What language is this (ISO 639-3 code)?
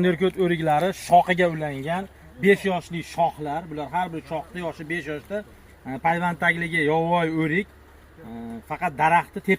uzb